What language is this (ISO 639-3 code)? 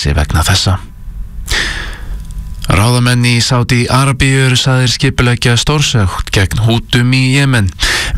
isl